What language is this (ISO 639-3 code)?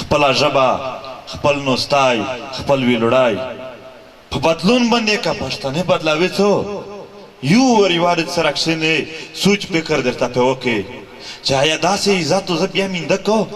pus